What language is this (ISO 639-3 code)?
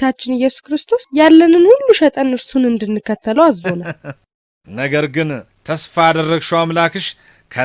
amh